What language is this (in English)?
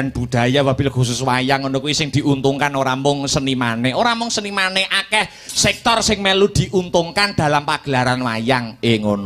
Javanese